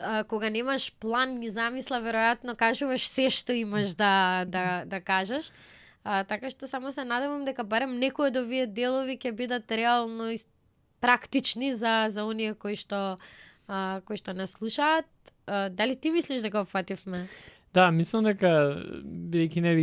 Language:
Macedonian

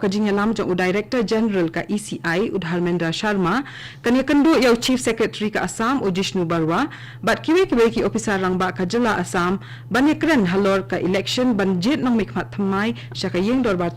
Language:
Khasi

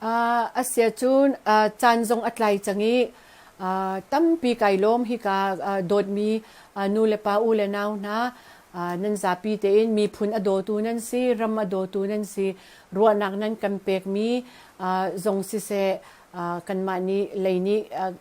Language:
Hakha Chin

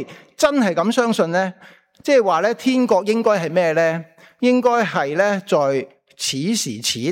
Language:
Cantonese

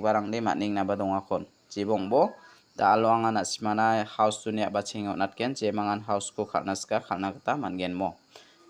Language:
Garo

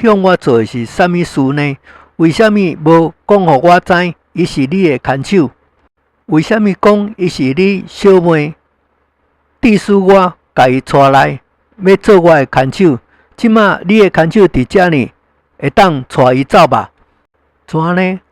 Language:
Min Nan Chinese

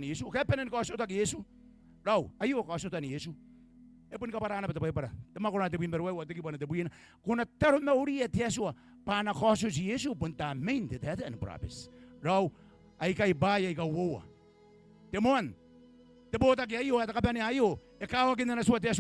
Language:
Gilbertese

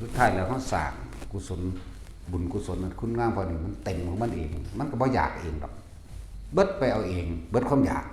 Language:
Northeastern Thai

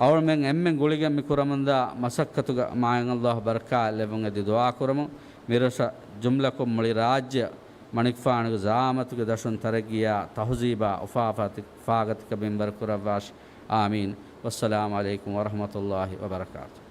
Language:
Divehi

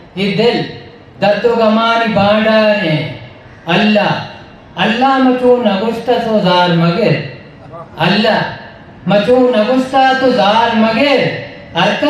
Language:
Eastern Balochi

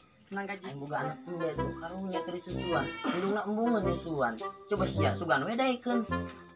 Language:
Sundanese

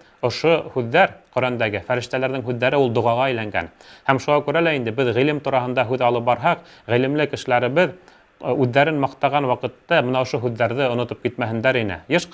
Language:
Bashkir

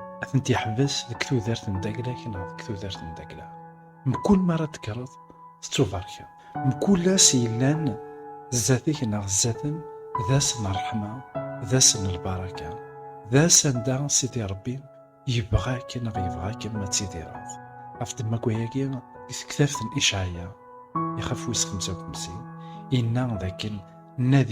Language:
Kabyle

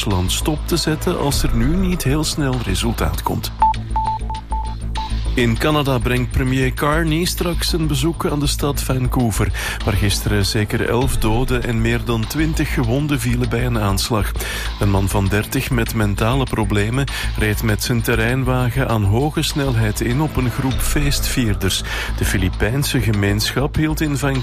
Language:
Dutch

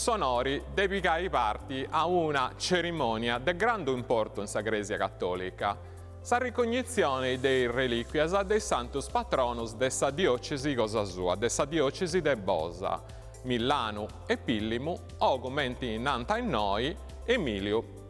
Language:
Sardinian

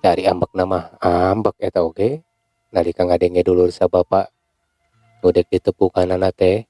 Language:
Sundanese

